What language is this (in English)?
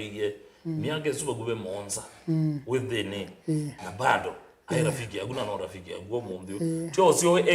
Kamba